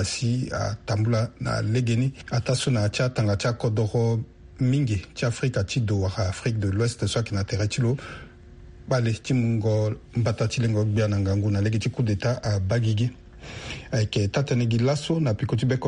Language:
Sango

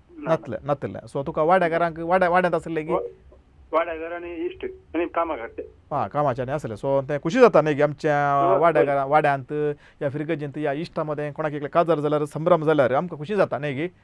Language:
Konkani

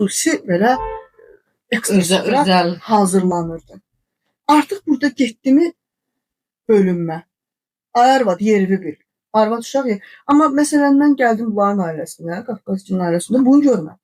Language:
Azerbaijani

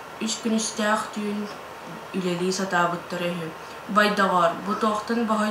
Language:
Yakut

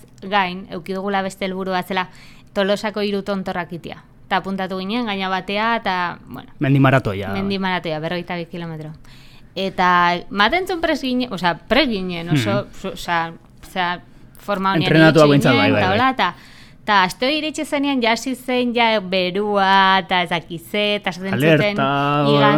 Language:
Basque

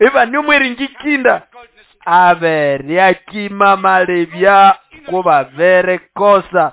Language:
Nande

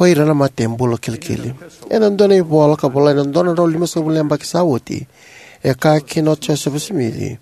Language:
Fijian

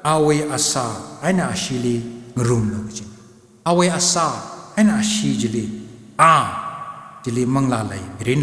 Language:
Tangkhul Naga (India)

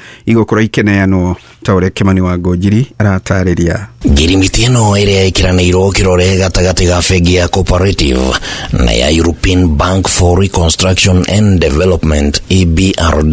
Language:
Kikuyu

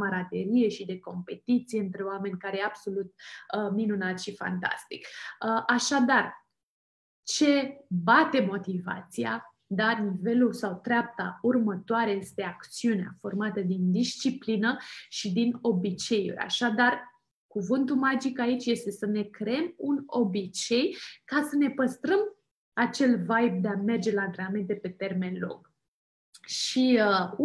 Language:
Romanian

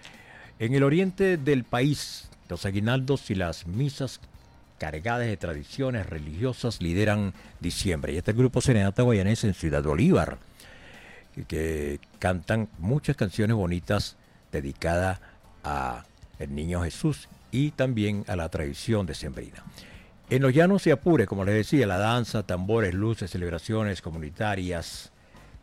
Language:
Spanish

